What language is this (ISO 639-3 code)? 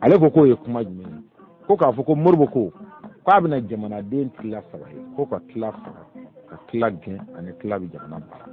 bam